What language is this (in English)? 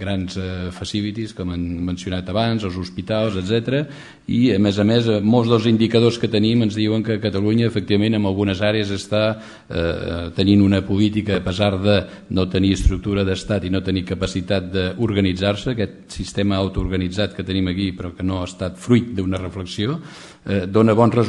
Catalan